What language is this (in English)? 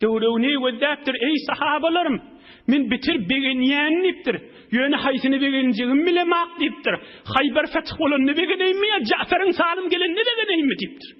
Turkmen